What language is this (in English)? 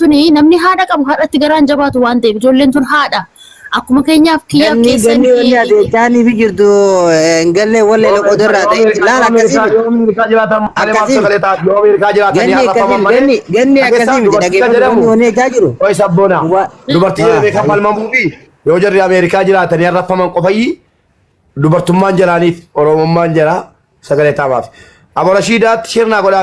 Oromo